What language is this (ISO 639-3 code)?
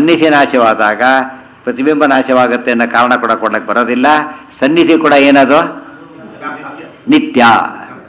kan